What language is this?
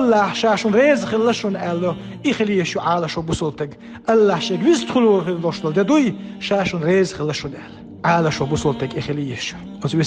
Chechen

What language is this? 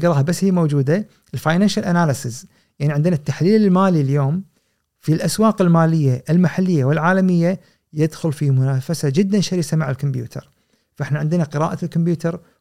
Gulf Arabic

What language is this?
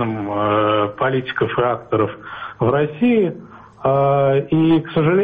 Russian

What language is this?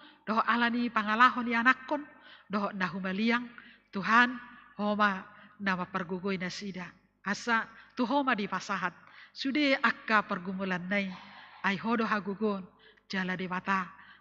Batak Toba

